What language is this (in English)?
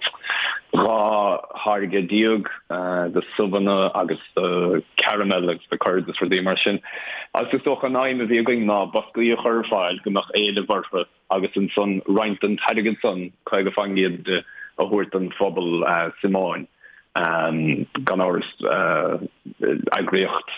Irish